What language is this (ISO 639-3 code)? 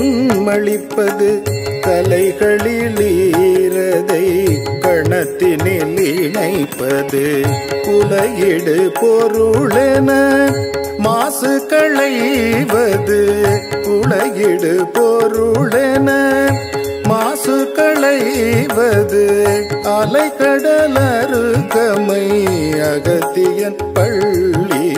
tam